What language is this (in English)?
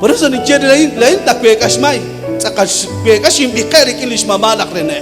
Kekchí